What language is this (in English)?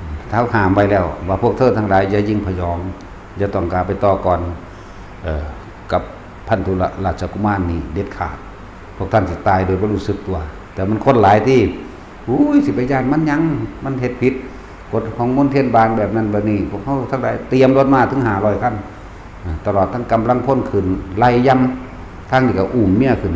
Northeastern Thai